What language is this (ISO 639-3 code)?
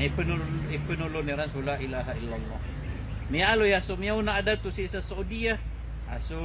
mrw